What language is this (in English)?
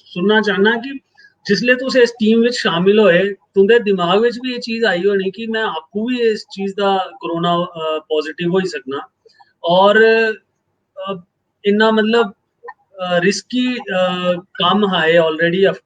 Dogri